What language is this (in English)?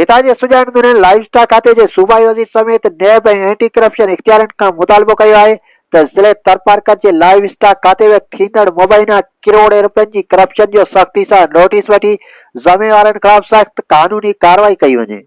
Sindhi